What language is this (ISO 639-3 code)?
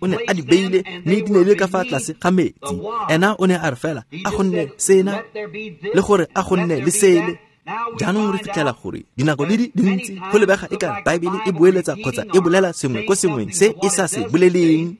tsn